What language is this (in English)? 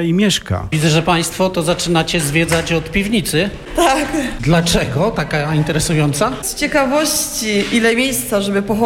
Polish